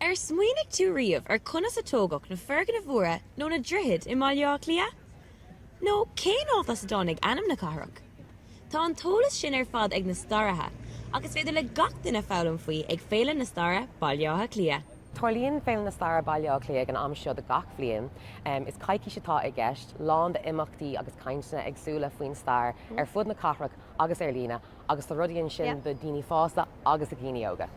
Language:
Irish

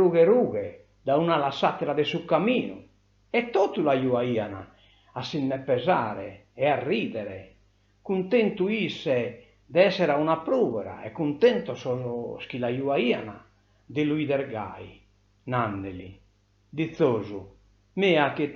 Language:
Sardinian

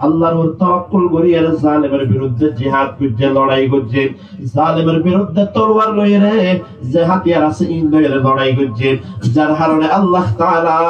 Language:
Rohingya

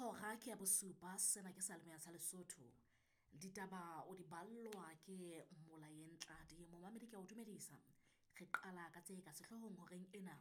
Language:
Southern Sotho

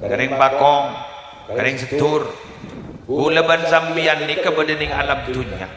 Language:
Madurese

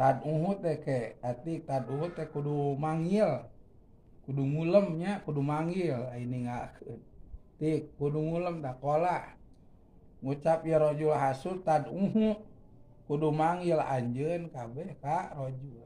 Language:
Sundanese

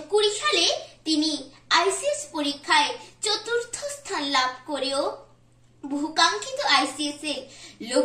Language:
Bangla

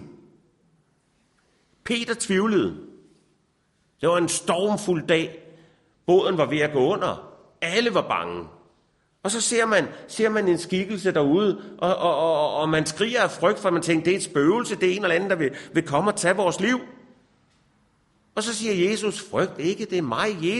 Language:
Danish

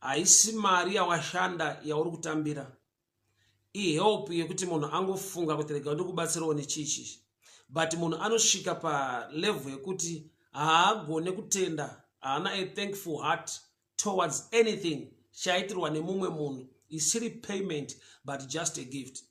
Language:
Shona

